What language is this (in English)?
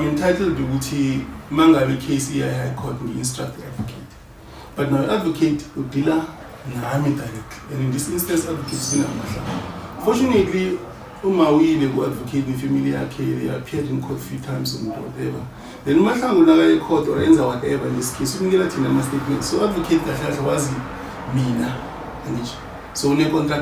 Zulu